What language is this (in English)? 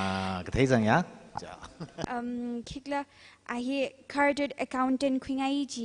Tangkhul Naga (India)